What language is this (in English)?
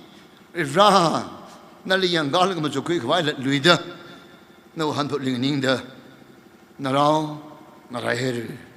Tangkhul Naga (India)